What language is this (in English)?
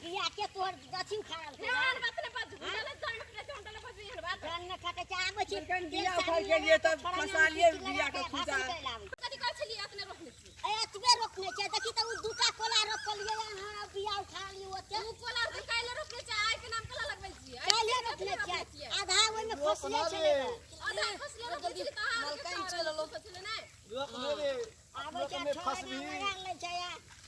Maithili